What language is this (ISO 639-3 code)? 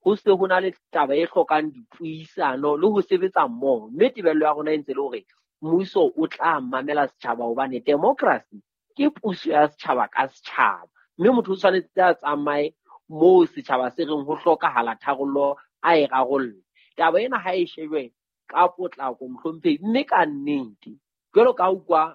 sot